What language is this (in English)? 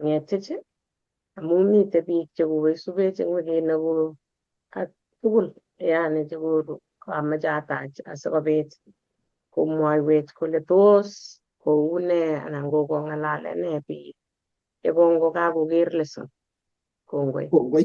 Kalenjin